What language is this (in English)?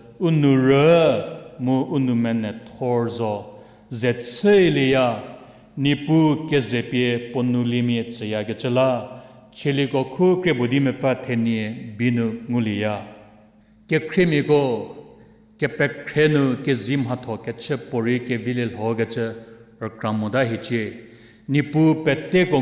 Angami Naga